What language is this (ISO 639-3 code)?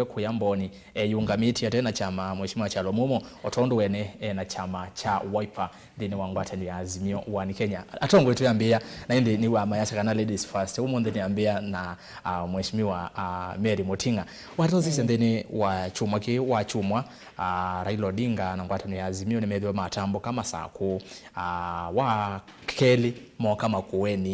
kam